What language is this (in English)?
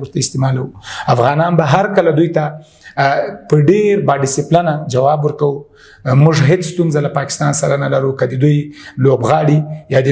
Pashto